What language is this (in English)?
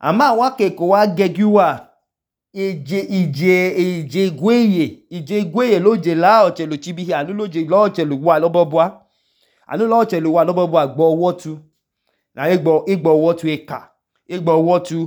Idoma